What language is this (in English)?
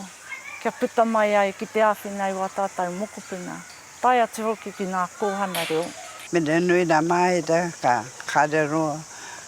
Māori